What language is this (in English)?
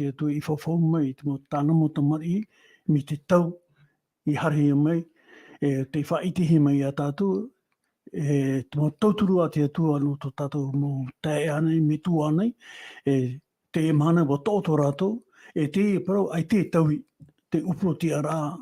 Tahitian